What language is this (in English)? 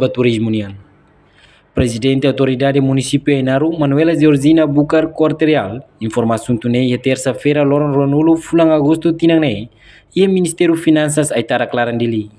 Tetum